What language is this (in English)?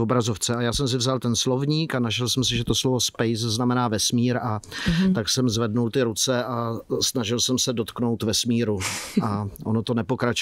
Czech